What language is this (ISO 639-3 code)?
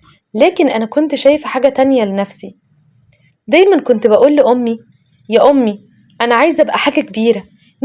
arz